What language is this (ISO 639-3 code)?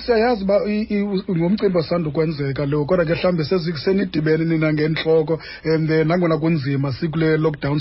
xho